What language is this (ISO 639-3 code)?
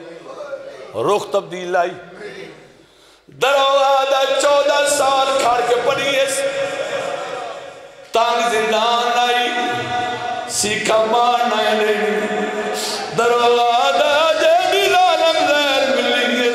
lah